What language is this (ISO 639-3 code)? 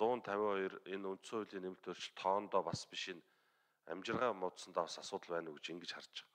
mon